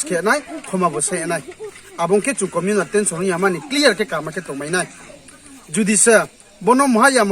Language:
Riang (India)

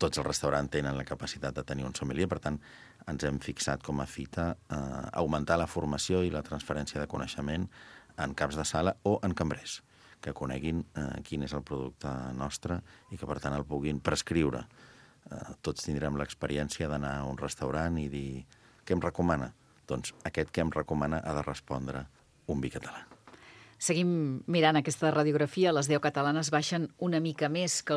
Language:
Catalan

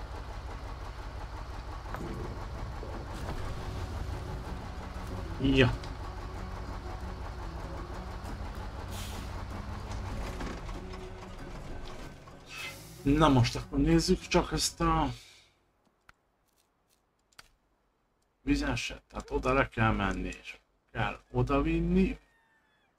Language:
Hungarian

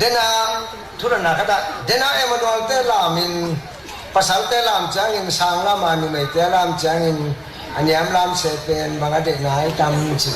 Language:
Tedim Chin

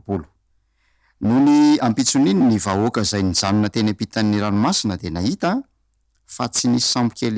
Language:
Malagasy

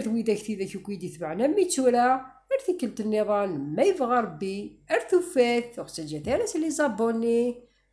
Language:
Kabyle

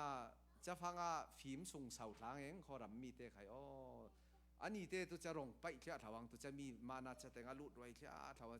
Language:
Falam Chin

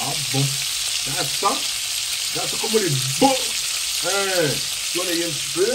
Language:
Réunion Creole French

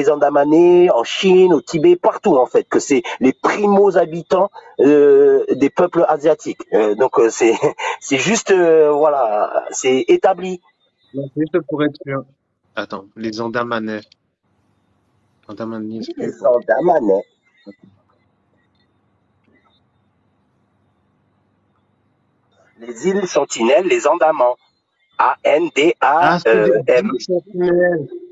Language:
French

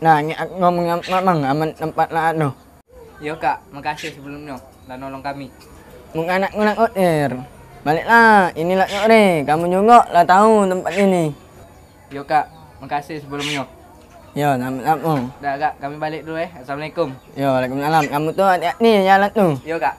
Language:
Musi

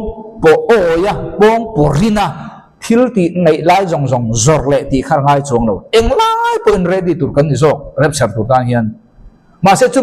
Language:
Mizo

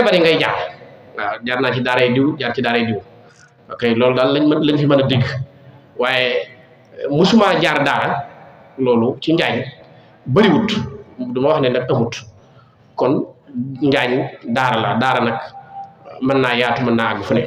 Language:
Wolof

